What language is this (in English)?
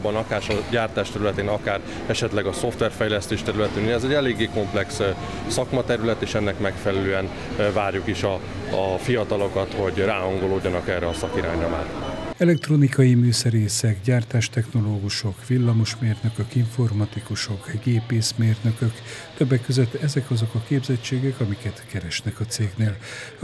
Hungarian